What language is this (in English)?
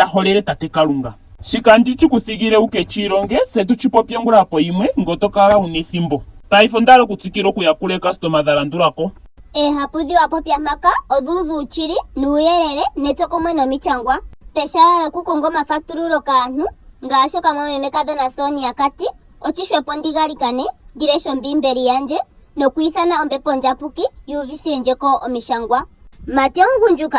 Ndonga